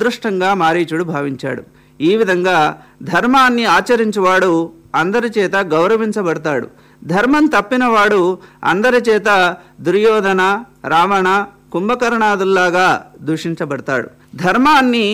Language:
Telugu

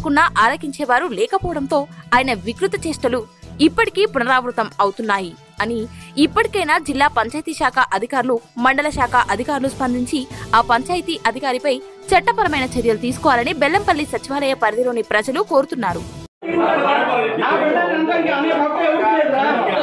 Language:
Telugu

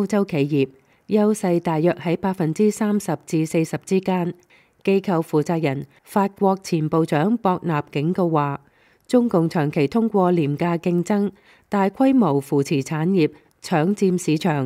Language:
Cantonese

